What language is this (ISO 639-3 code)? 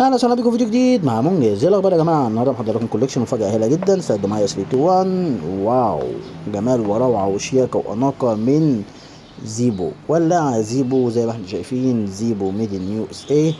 arz